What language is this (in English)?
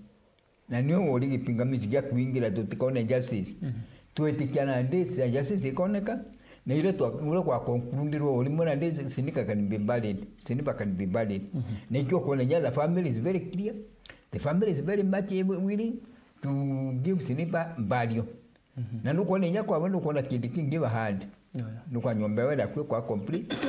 Meru